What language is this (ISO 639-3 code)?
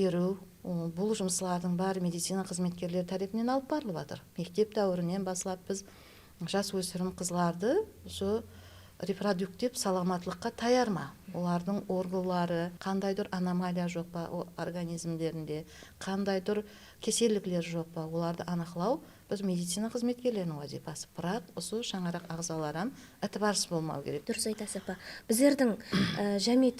kaa